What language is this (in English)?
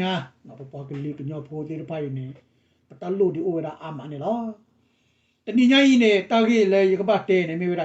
S'gaw Karen